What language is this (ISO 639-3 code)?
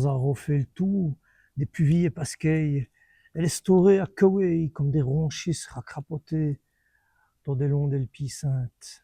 wln